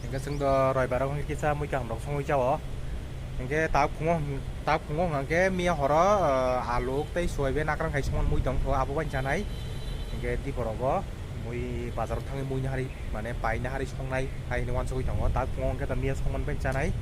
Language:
Kok Borok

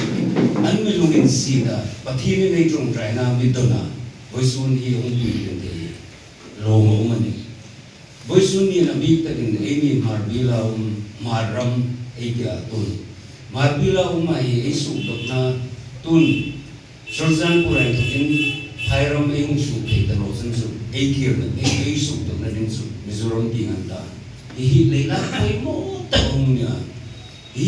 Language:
Hmar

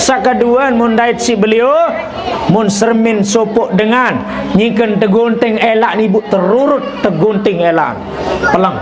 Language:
Sasak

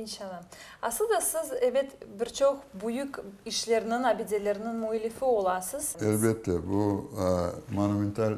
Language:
Crimean Tatar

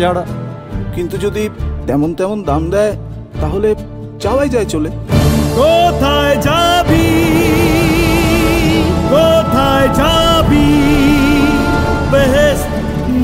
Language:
Bangla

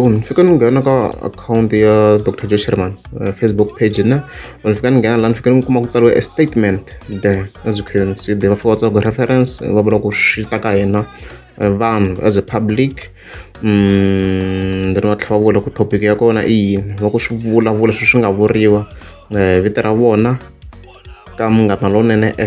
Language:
Tsonga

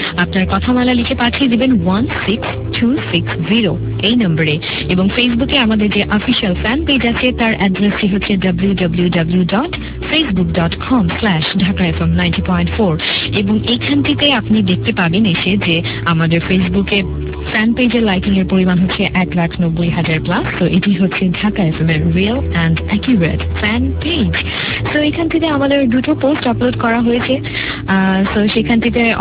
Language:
Bangla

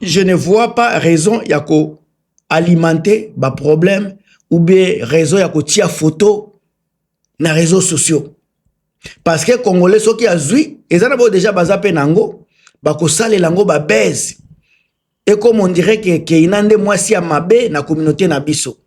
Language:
Lingala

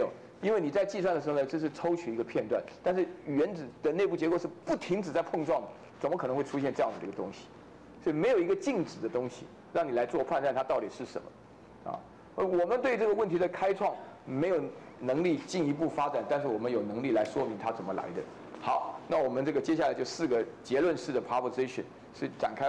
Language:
Chinese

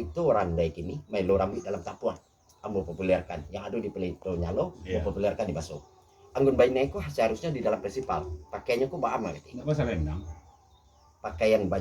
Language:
Minangkabau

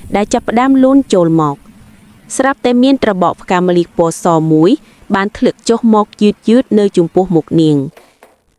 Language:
Khmer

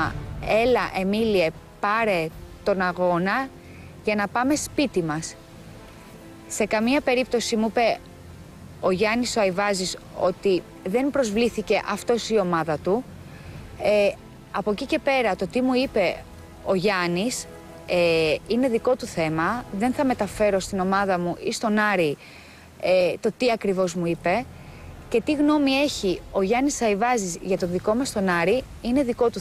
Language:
Greek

